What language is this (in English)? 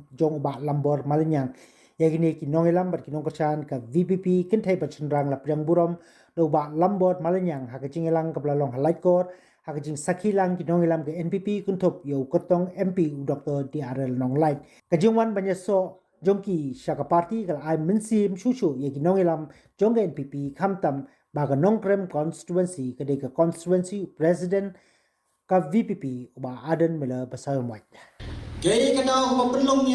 Khasi